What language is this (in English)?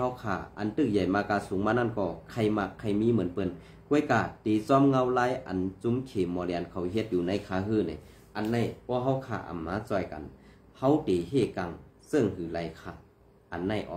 Shan